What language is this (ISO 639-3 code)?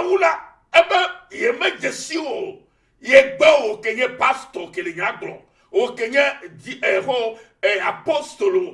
ewe